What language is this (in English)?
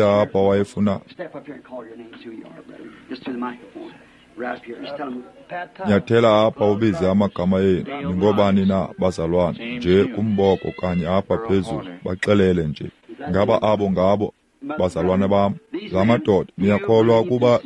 Xhosa